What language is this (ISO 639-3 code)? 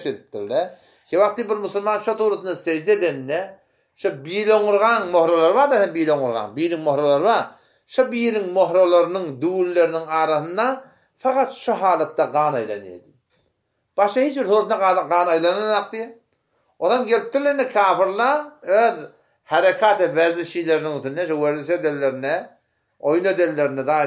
tuk